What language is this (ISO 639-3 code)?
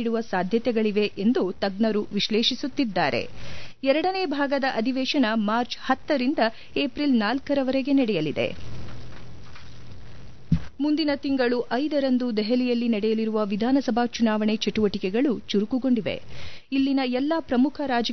kan